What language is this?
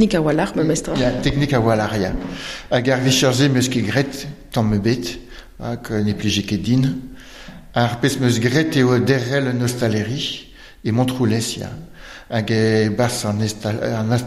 Breton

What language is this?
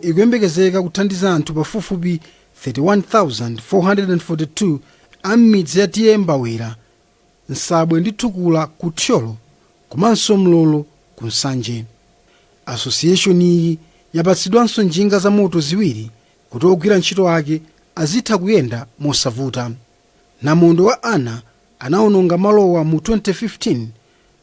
Nyanja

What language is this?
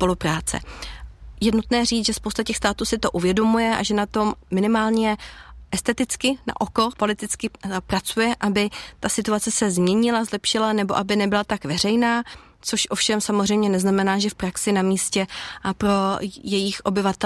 Czech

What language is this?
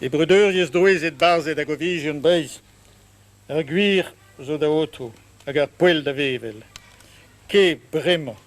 Breton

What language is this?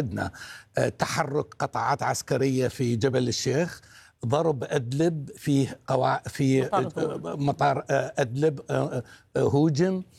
Arabic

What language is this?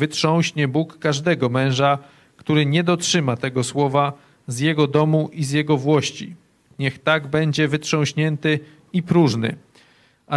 Polish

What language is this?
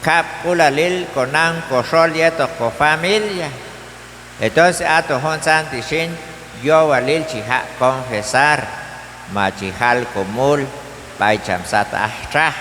Q'anjob'al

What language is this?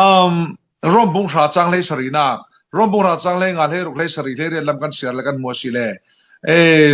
Falam Chin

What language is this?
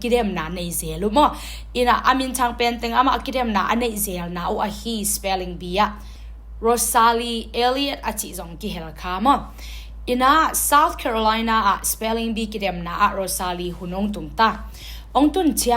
Tedim Chin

